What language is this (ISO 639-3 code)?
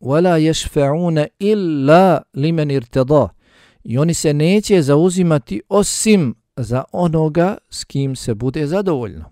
bos